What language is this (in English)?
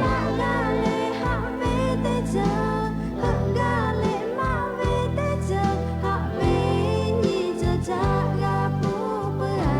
Lahu